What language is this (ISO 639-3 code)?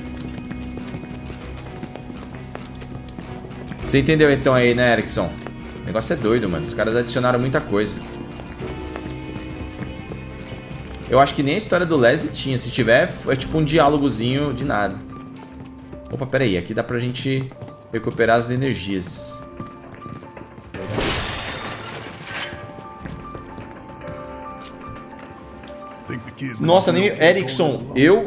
por